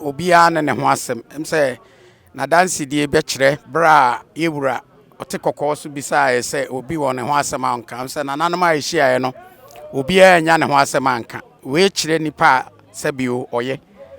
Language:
Akan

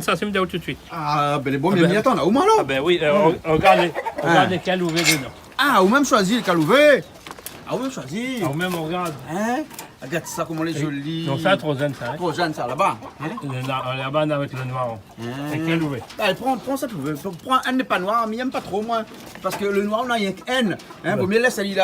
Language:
Réunion Creole French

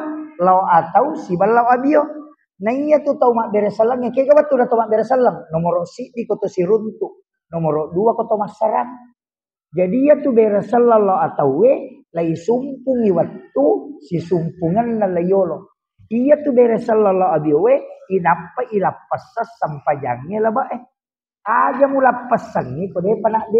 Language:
Buginese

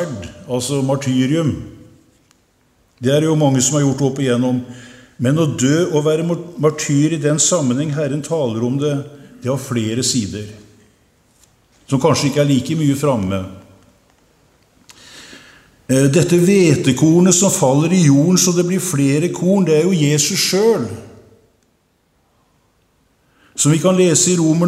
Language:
Norwegian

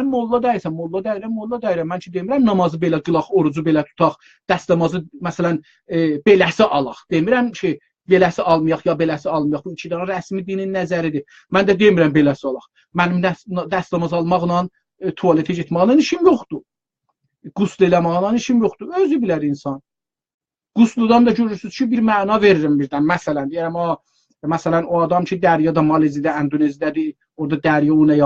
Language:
South Azerbaijani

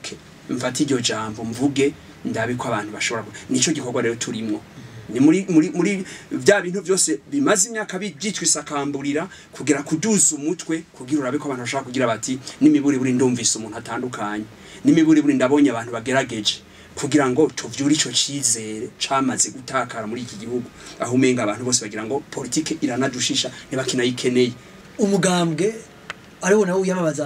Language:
Rundi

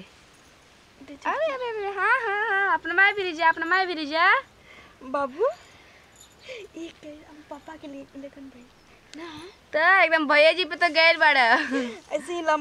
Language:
Bhojpuri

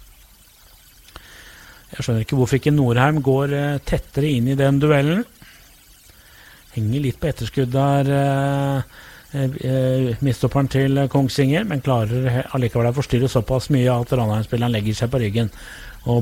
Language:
Norwegian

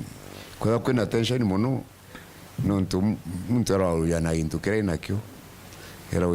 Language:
Meru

